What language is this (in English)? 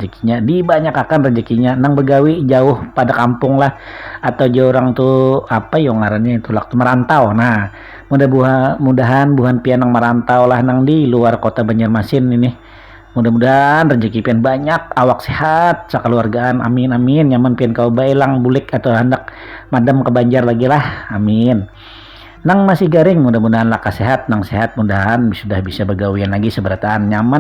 Banjar